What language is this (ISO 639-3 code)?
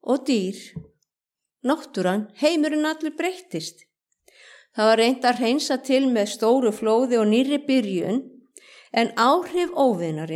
isl